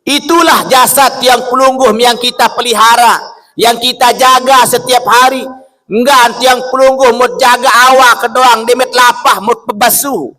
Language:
Sasak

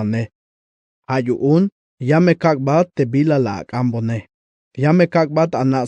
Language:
Tzeltal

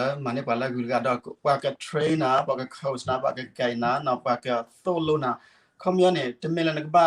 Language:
S'gaw Karen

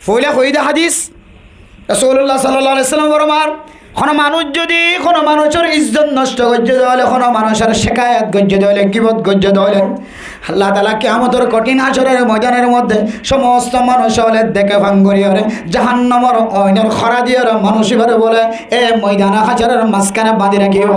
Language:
Rohingya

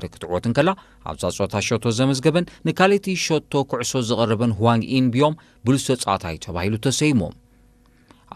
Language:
Tigrinya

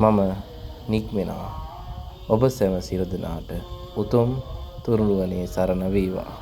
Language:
Sinhala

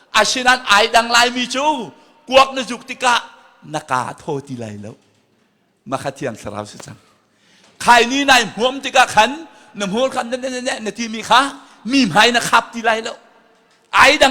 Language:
Hakha Chin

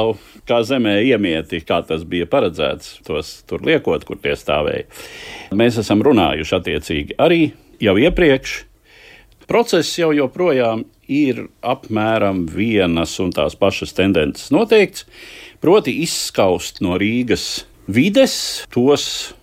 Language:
Latvian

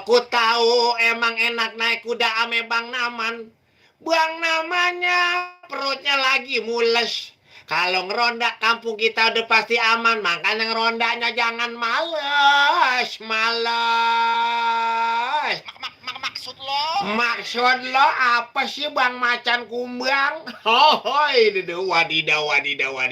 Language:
Betawi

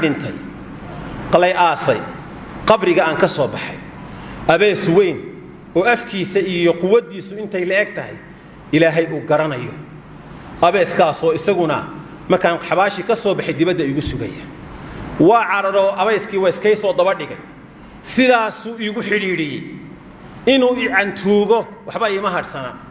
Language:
Somali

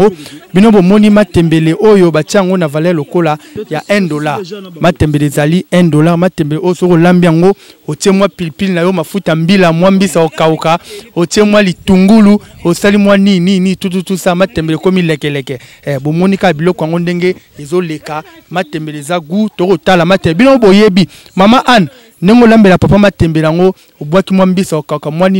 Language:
Lingala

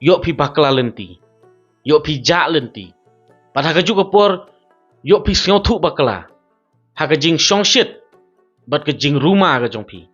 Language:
Khasi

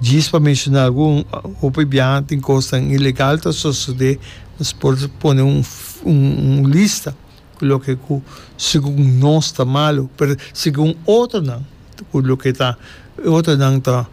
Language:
Papiamento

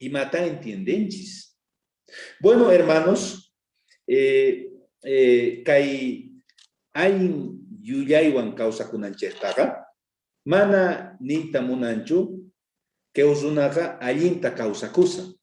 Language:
South Bolivian Quechua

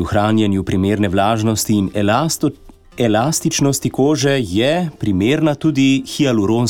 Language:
Slovenian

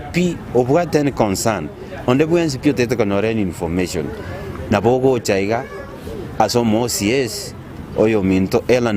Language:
Gusii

